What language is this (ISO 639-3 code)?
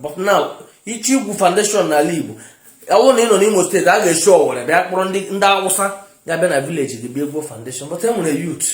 ibo